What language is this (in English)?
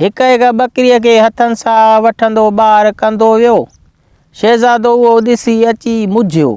Sindhi